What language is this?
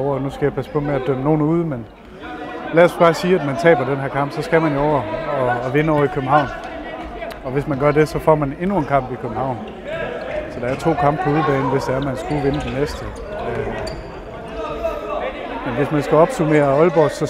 Danish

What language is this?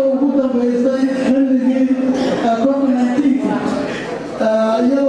Somali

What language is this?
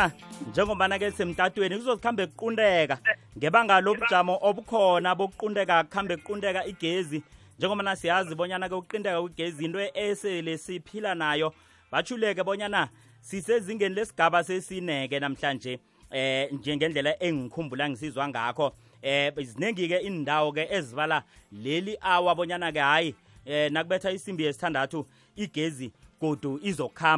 South Ndebele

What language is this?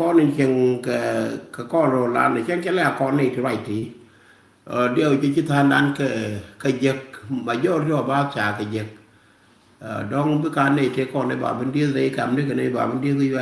Nuer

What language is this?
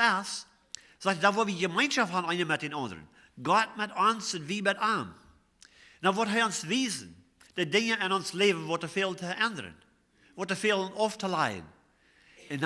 Plautdietsch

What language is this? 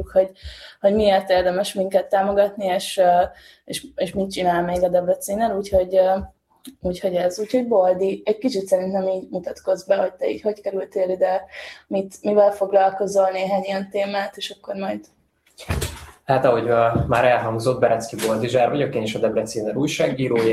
Hungarian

